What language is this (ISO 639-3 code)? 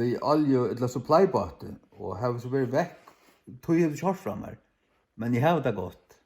fao